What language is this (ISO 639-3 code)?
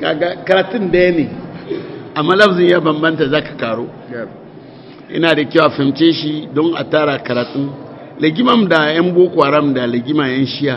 hau